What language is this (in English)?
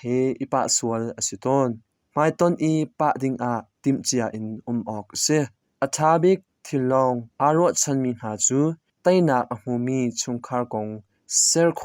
Hakha Chin